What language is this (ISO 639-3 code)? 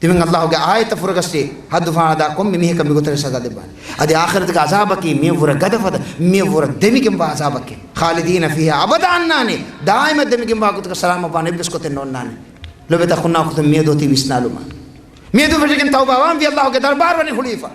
div